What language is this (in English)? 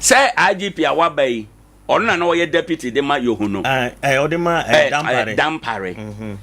Akan